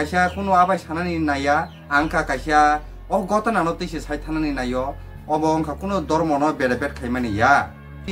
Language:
Kok Borok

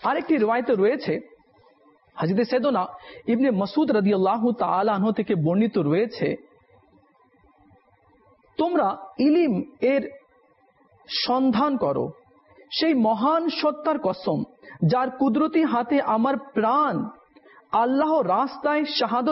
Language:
Bangla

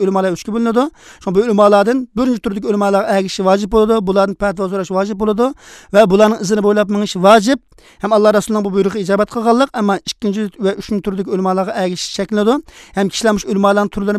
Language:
Uyghur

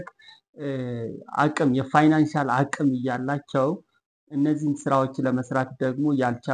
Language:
Amharic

